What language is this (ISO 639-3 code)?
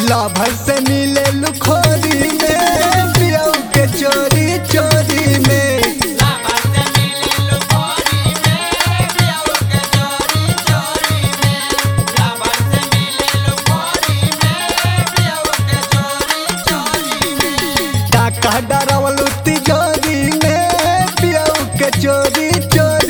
bho